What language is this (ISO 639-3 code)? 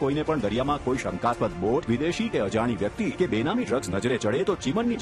guj